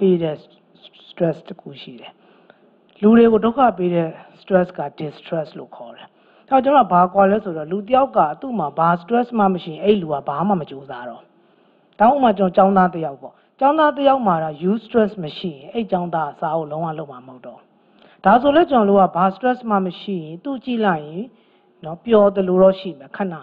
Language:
Burmese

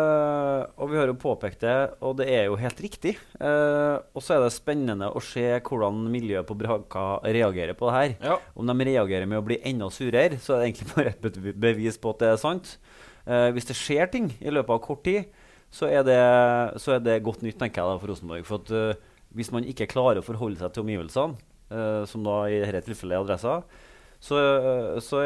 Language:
Norwegian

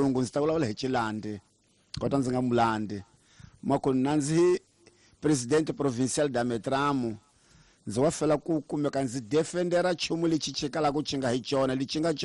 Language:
Tsonga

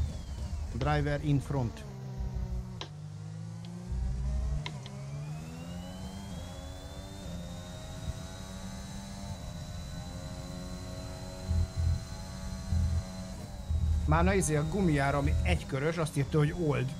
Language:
Hungarian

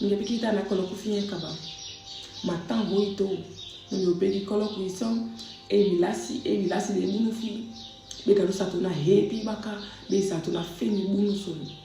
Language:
Saramaccan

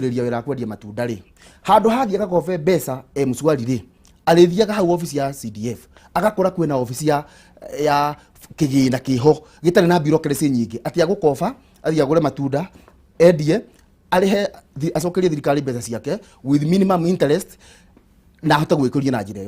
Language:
Kikuyu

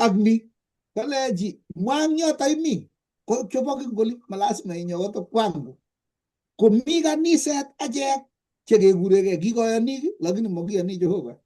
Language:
Kalenjin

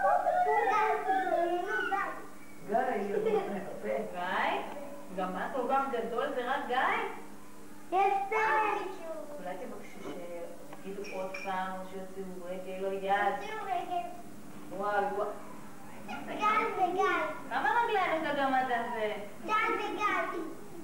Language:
Hebrew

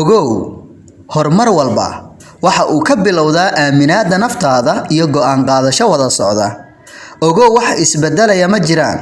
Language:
Somali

